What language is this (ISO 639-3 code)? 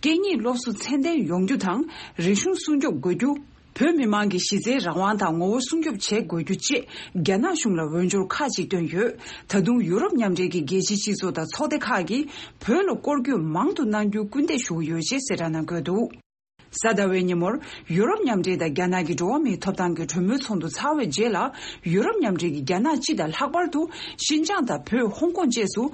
bod